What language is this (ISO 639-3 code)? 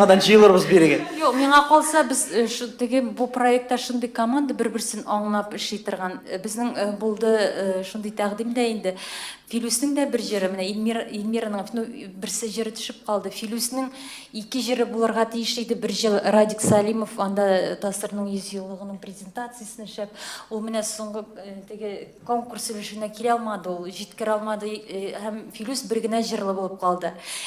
tat